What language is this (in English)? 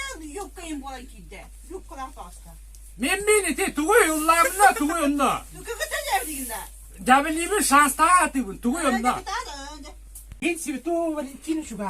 Yakut